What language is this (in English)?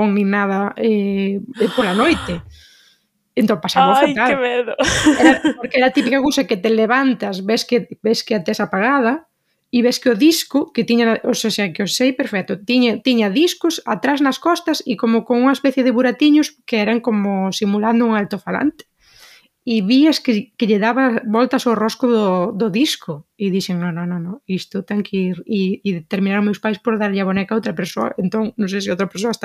Galician